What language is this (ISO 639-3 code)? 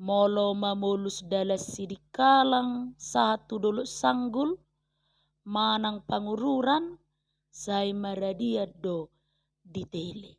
bbc